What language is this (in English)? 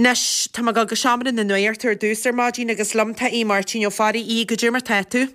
Irish